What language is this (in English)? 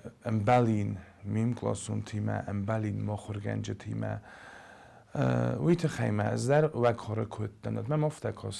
Ossetic